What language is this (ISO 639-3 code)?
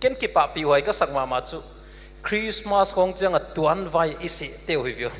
pck